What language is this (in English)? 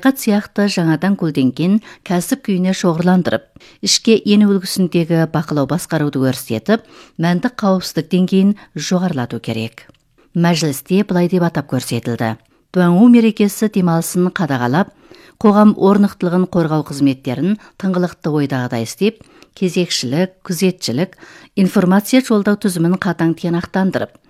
Kazakh